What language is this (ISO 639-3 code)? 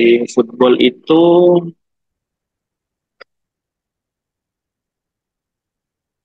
ind